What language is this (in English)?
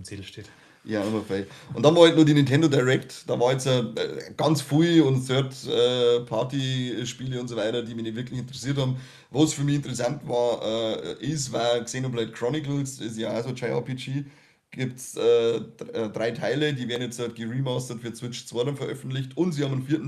Bavarian